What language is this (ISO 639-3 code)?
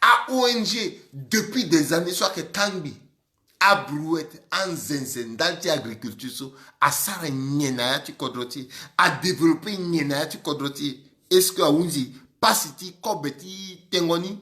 sag